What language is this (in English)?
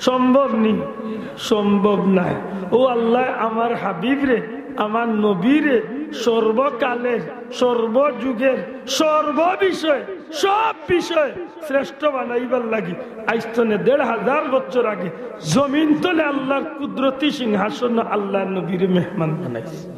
Sylheti